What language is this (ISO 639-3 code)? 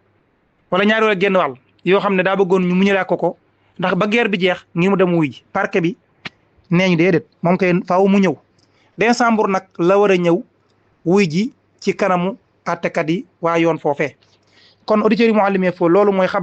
wol